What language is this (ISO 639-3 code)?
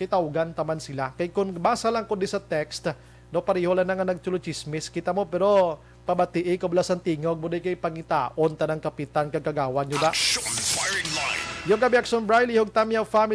hil